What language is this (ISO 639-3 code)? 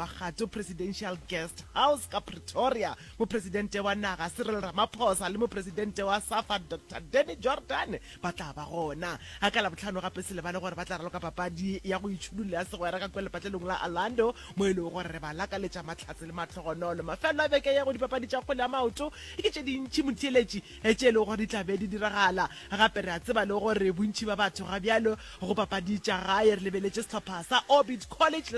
nso